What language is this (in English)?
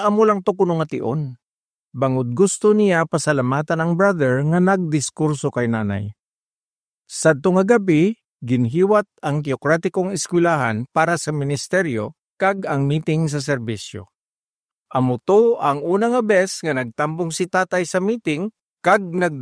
Hiligaynon